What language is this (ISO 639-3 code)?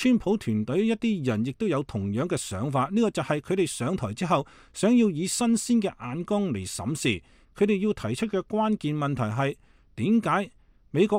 yue